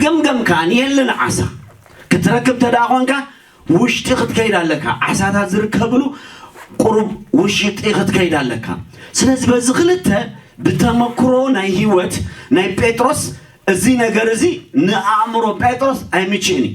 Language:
Tigrinya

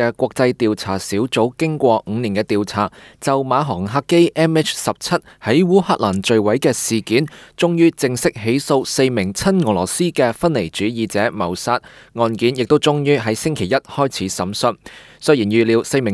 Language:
Cantonese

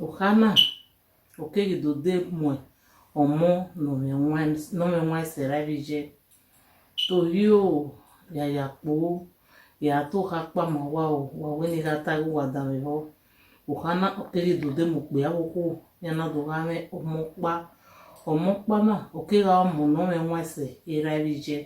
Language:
Bini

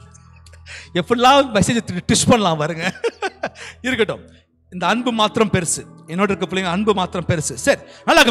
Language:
Tamil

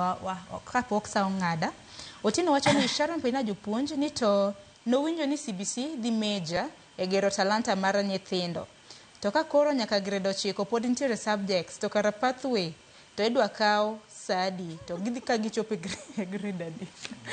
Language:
Luo (Kenya and Tanzania)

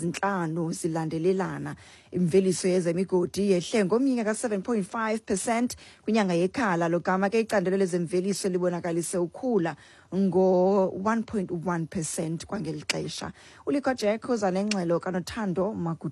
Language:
Xhosa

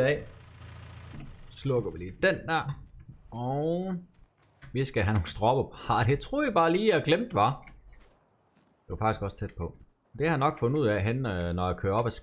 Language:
Danish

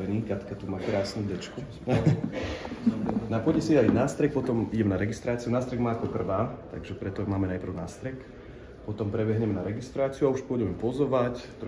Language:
Slovak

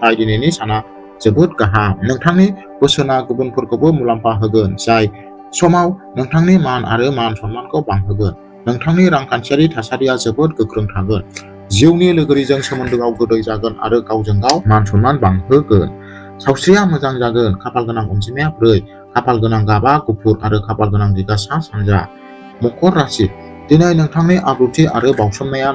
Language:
Bodo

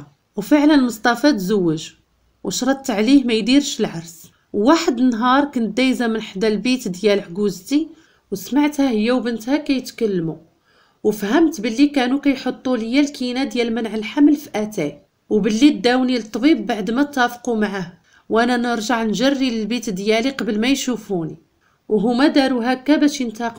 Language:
Moroccan Arabic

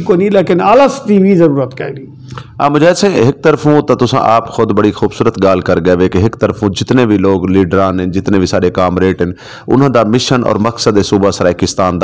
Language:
Saraiki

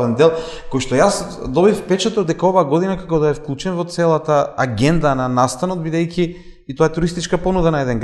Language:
Macedonian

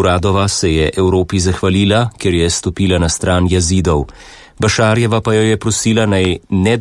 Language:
Slovenian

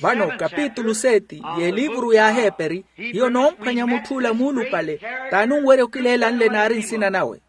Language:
Makhuwa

